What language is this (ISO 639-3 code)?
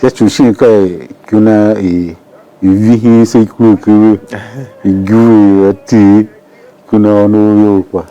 tiv